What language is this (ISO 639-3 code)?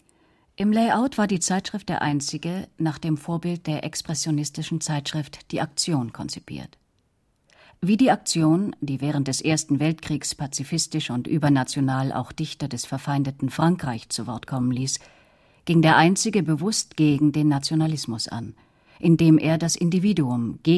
deu